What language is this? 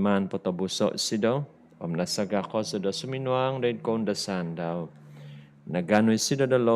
Central Dusun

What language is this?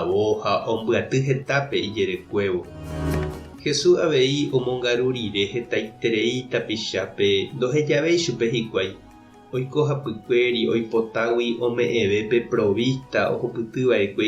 Guarani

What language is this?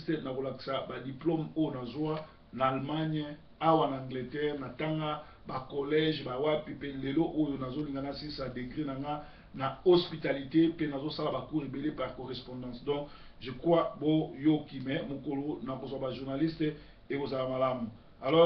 Lingala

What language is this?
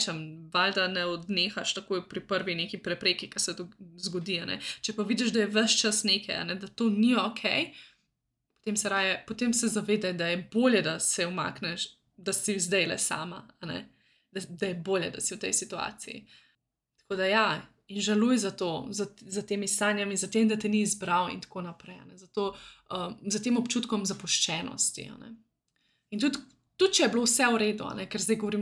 Slovenian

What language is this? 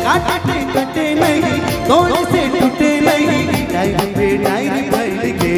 Sadri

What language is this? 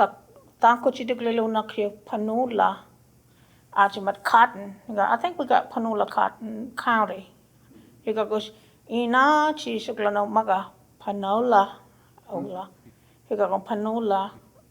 Choctaw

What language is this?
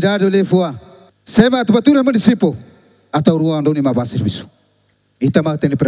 Tetum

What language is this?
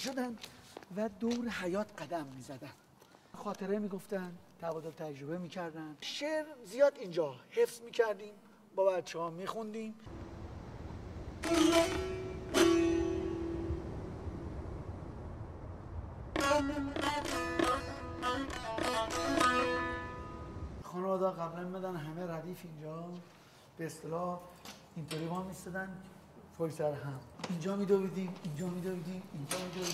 Persian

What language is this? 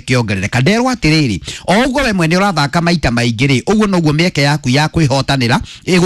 Kikuyu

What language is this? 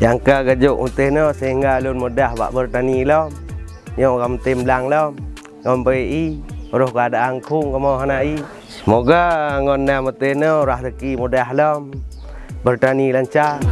Achinese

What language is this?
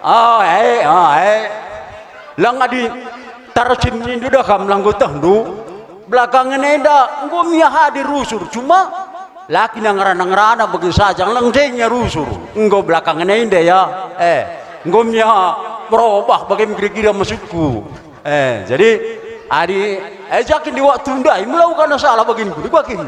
Batak Karo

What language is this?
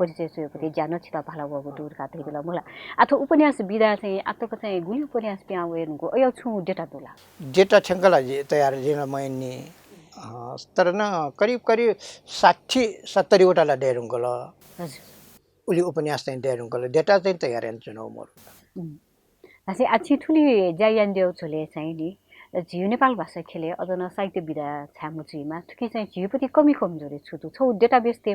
Newari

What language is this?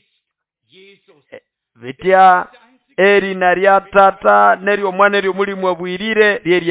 Nande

